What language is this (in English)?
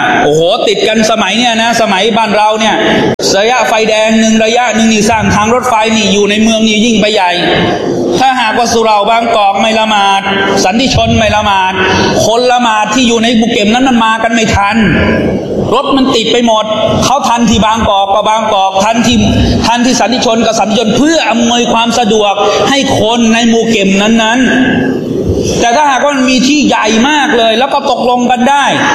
Thai